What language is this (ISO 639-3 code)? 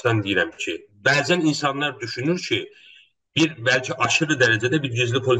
azb